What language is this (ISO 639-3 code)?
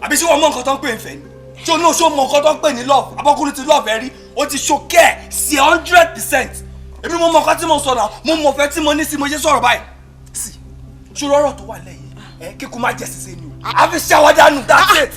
yor